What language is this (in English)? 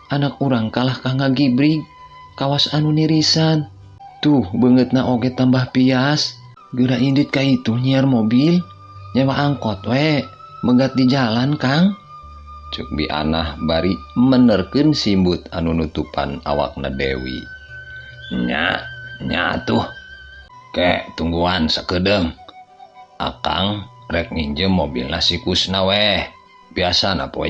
Sundanese